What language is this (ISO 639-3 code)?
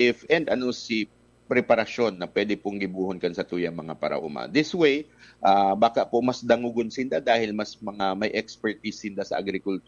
bik